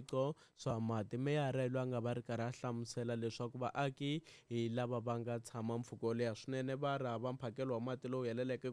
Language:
Tsonga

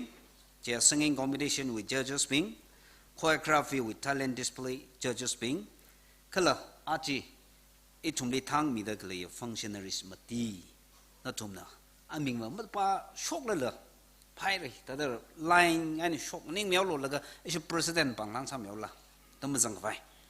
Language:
Tangkhul Naga (India)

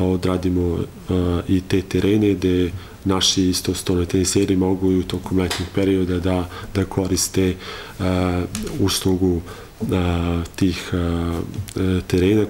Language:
Serbian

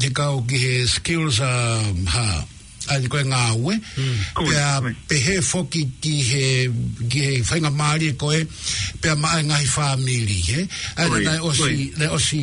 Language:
Tongan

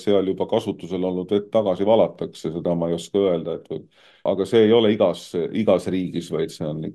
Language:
Estonian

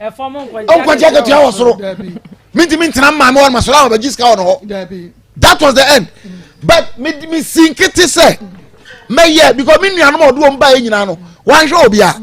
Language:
Akan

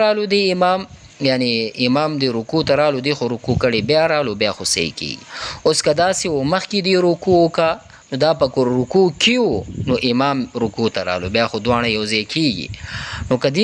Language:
Pashto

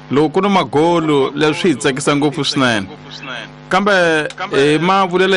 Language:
Tsonga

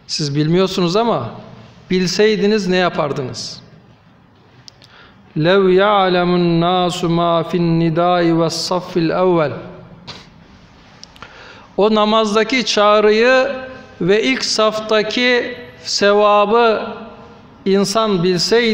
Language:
Turkish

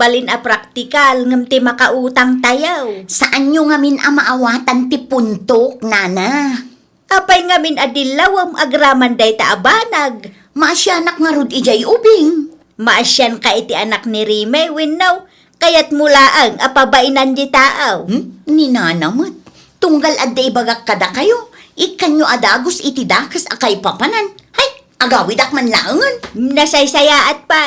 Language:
Iloko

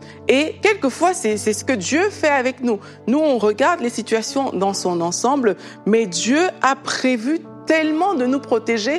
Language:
French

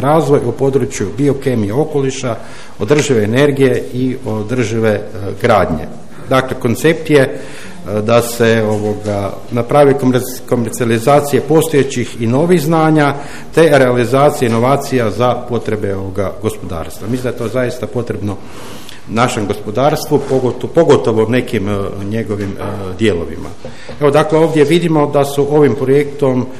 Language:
Croatian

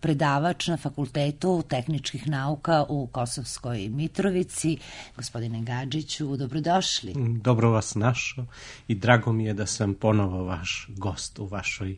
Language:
Serbian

